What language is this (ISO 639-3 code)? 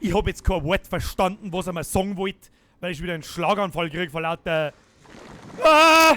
bar